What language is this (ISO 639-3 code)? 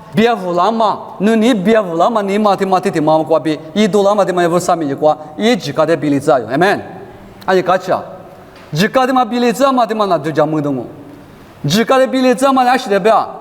lis